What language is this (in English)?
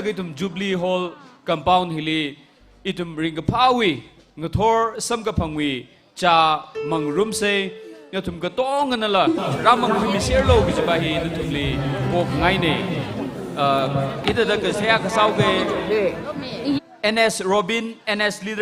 Tangkhul Naga (India)